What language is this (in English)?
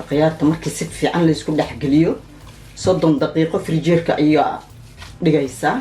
Somali